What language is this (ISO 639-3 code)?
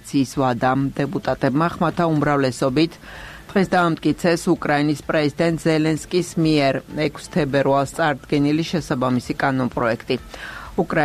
kat